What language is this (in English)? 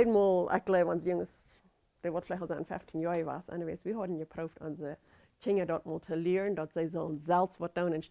Plautdietsch